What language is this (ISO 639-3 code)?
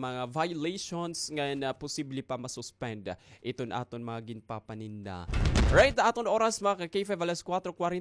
war